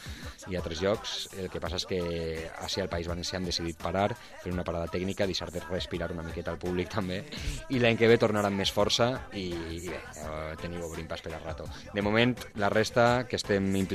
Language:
Catalan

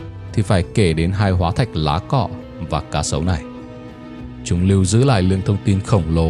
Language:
Vietnamese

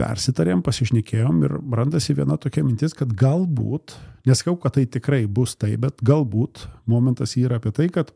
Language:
Lithuanian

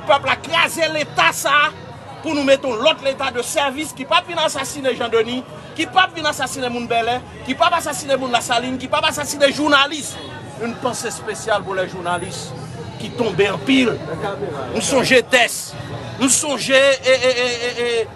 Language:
Haitian Creole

